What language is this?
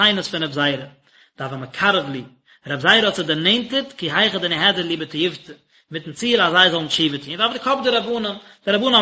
Yiddish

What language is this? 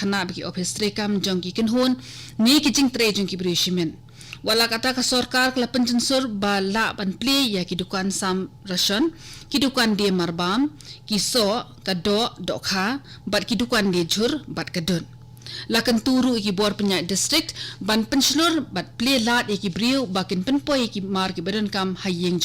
Khasi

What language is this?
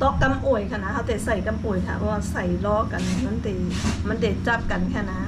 Shan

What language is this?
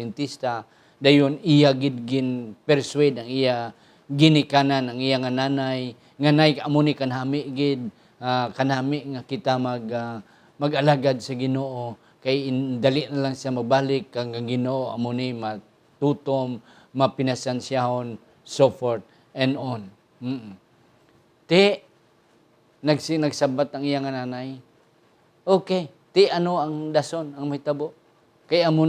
Hiligaynon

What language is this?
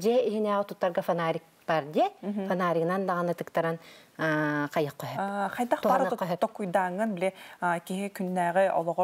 Yakut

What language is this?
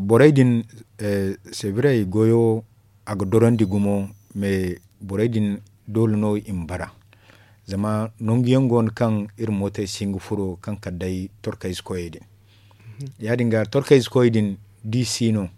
Zarma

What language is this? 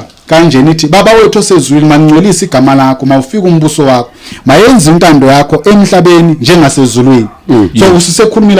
Zulu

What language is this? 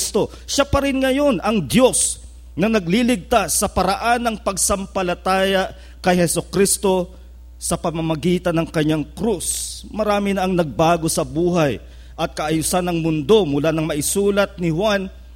Filipino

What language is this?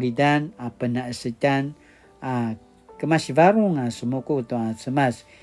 Paiwan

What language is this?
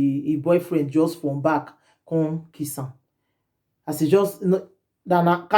Nigerian Pidgin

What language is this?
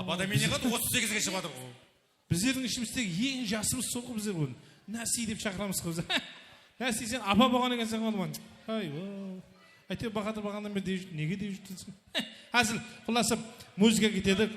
Kara-Kalpak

